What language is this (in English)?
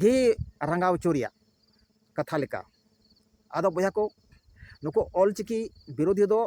Santali